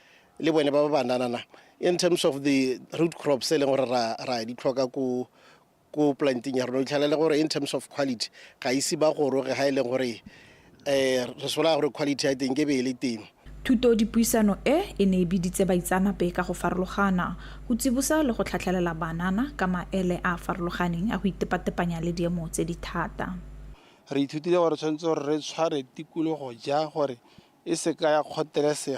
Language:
Tswana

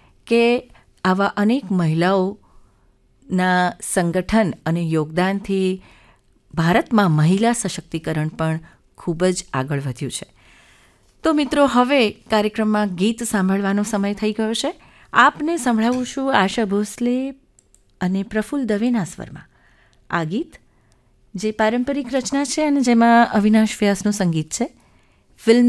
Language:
Gujarati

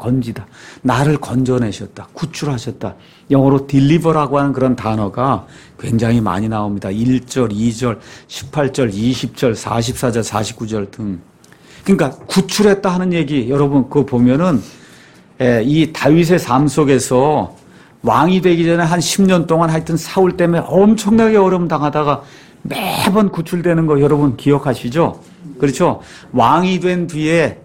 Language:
Korean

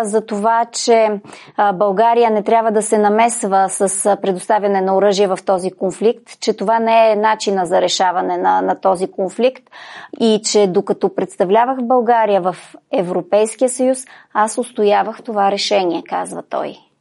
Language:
Bulgarian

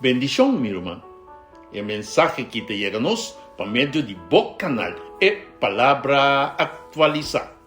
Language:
Papiamento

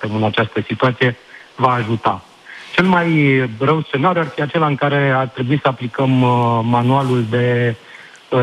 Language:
Romanian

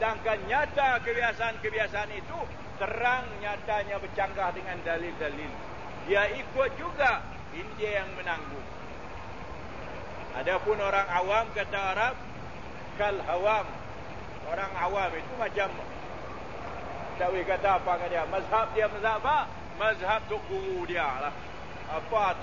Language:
Malay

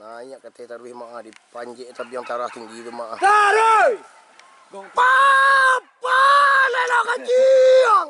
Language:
Minangkabau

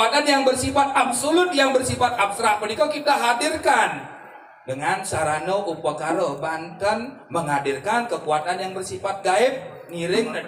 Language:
Balinese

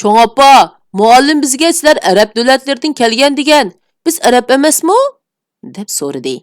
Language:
Uyghur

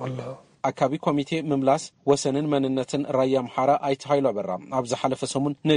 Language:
Tigrinya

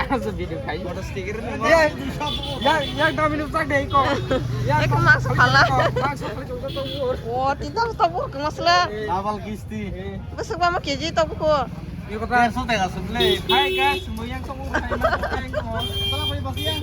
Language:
Kok Borok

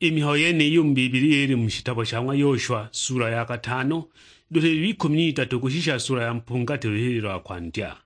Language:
Sukuma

